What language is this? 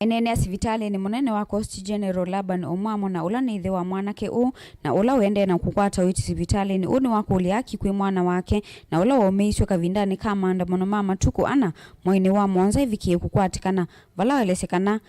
Kamba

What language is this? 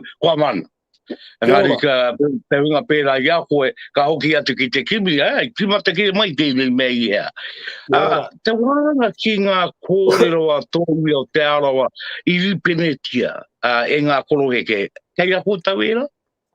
Māori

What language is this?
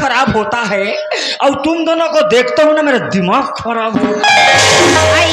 Chhattisgarhi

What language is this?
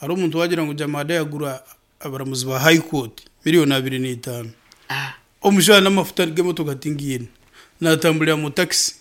Nyankole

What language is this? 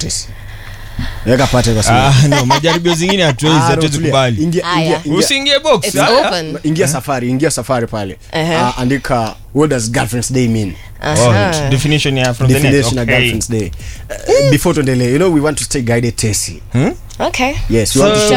Swahili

